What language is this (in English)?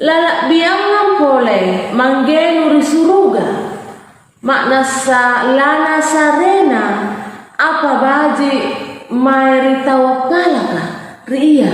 Makasar